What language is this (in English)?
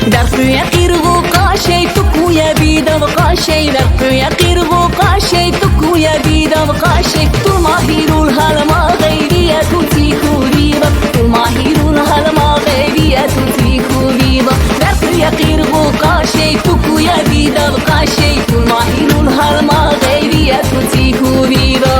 Lak